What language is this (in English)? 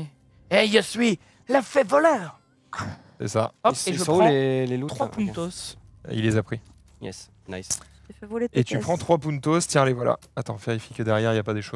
French